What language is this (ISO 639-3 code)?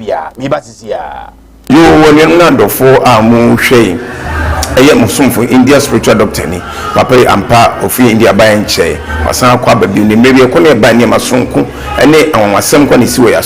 aka